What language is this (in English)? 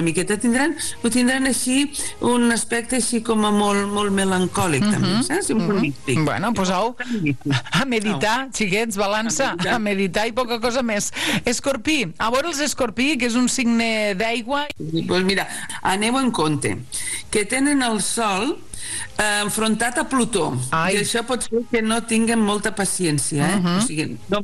Catalan